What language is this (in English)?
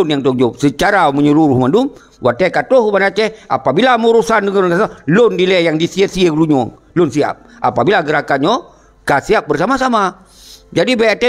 Achinese